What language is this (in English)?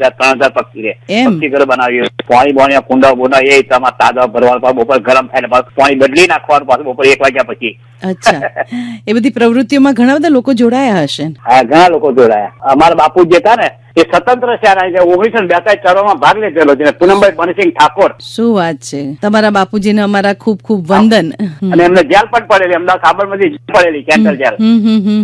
Gujarati